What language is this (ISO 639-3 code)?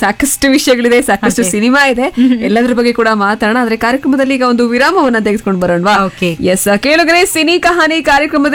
kan